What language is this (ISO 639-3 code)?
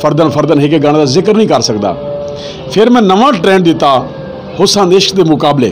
skr